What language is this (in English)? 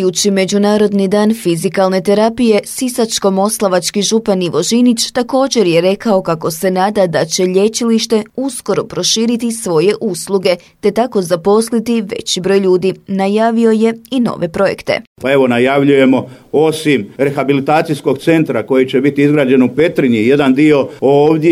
Croatian